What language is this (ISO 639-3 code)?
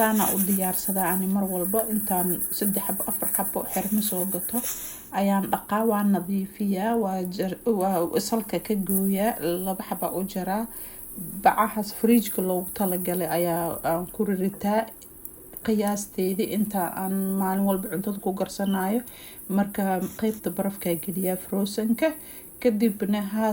som